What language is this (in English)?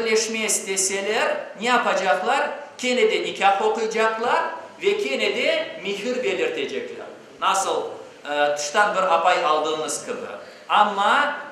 Crimean Tatar